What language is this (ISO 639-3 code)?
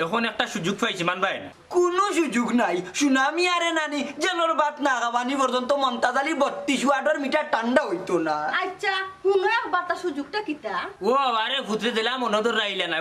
syl